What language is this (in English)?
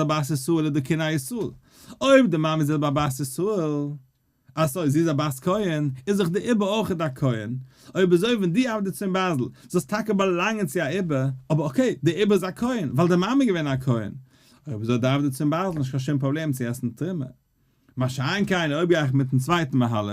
Yiddish